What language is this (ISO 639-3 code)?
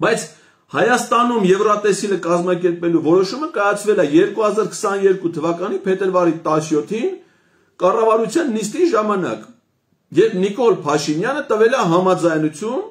hye